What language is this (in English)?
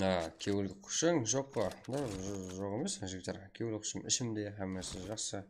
Kara-Kalpak